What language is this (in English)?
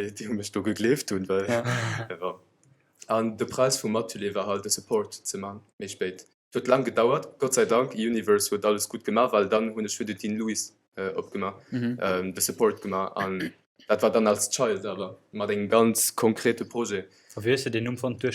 Luxembourgish